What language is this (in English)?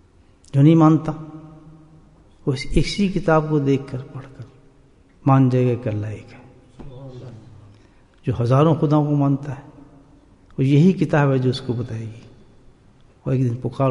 Urdu